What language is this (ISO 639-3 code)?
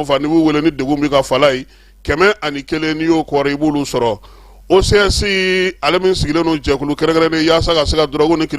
bam